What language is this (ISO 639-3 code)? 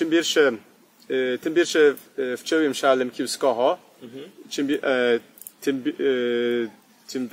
rue